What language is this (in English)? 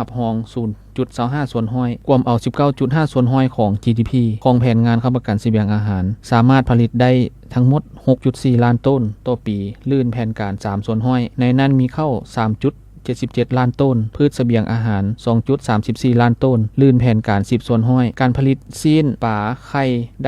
Lao